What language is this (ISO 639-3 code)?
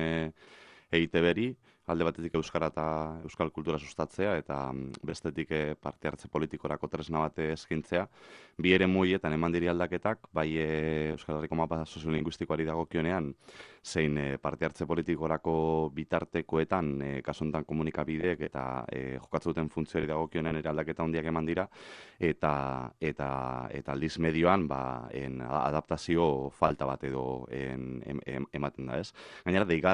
eus